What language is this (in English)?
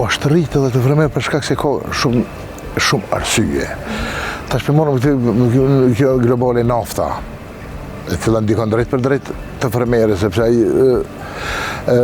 Albanian